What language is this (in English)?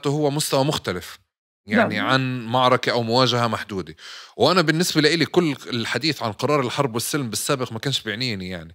North Levantine Arabic